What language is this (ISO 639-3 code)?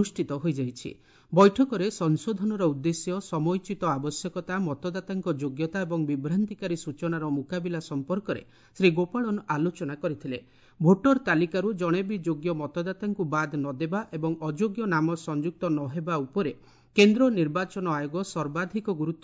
ori